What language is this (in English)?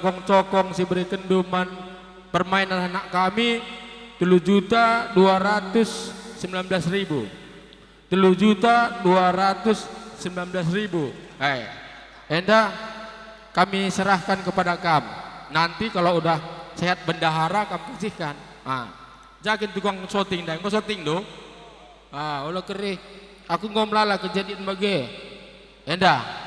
Batak Karo